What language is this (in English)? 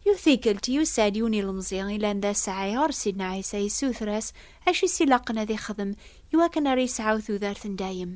Kabyle